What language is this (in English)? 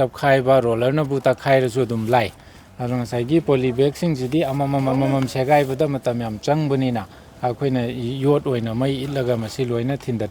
Manipuri